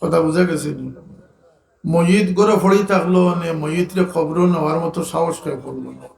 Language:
Sylheti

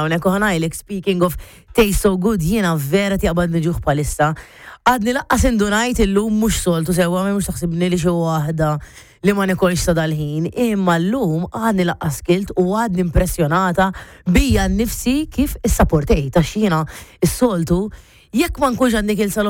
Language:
Maltese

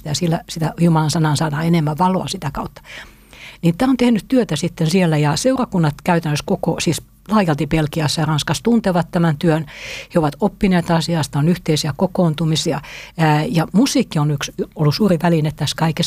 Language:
Finnish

